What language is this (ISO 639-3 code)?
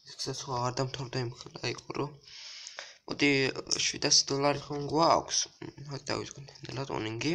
kat